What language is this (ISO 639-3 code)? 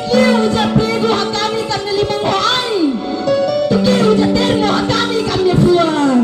tet